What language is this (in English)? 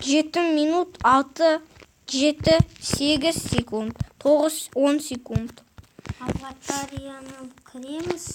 Kazakh